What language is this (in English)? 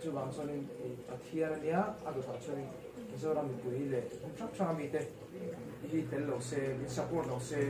Mizo